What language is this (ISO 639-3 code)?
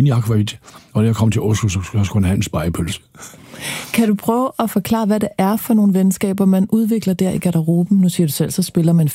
dan